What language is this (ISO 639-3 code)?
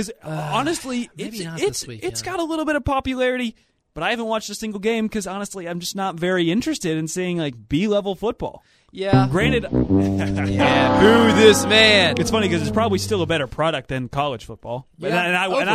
eng